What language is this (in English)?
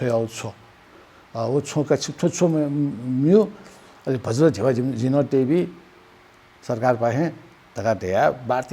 Newari